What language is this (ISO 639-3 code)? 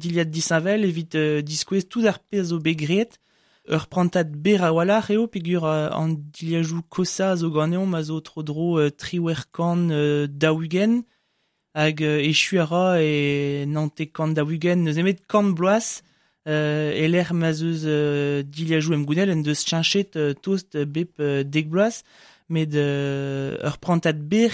bre